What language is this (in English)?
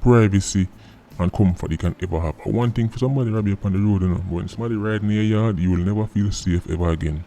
Jamaican Creole English